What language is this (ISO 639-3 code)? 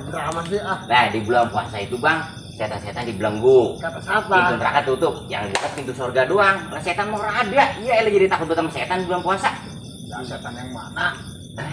bew